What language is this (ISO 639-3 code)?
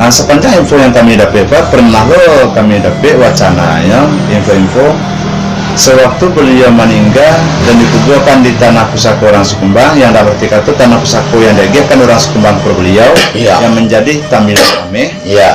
min